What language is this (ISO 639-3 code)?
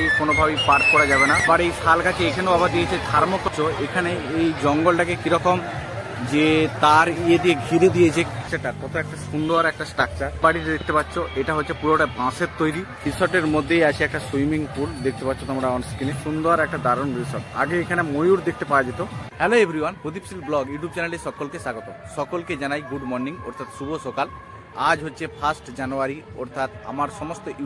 ben